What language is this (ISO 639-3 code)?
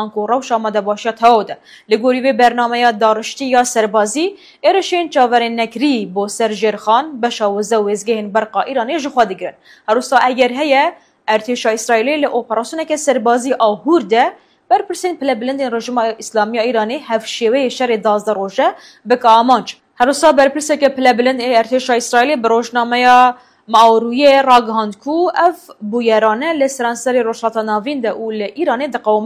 kur